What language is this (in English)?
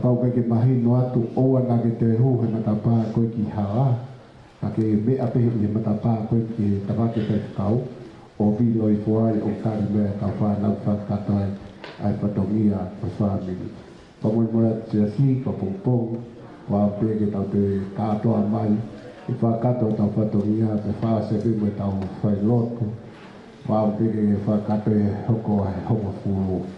Tongan